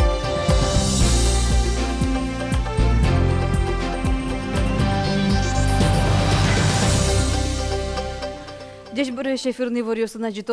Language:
Udmurt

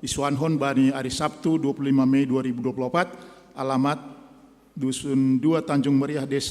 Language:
Batak Simalungun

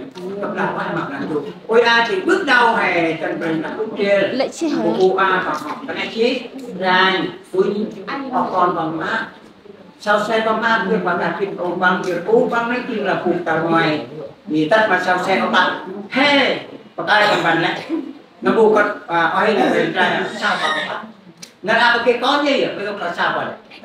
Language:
Central Mnong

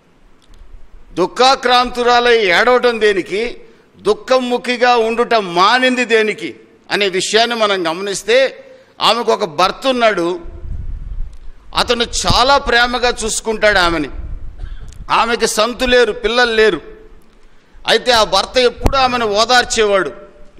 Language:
Telugu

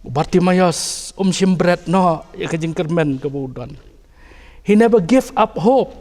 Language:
Khasi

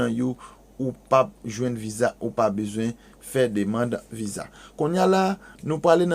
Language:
Haitian Creole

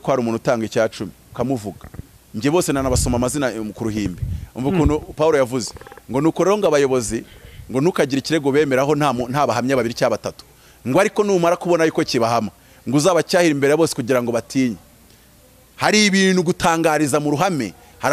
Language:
Kinyarwanda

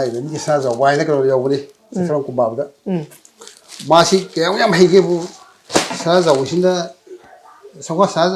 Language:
Manipuri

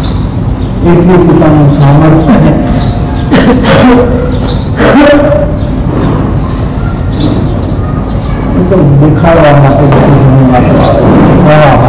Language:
Gujarati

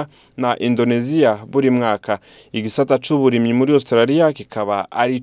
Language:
Rundi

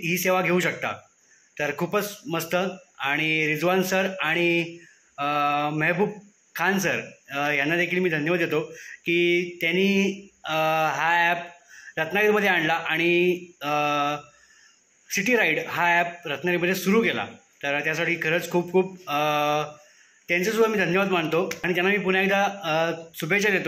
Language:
Marathi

